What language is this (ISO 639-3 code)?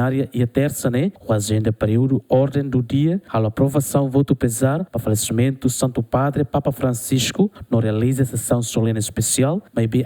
tet